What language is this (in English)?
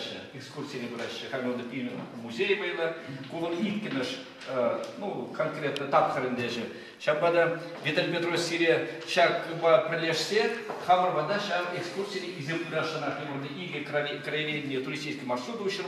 Chuvash